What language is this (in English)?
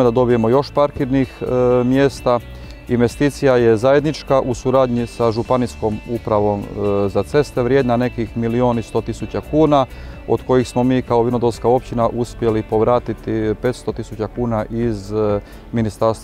Croatian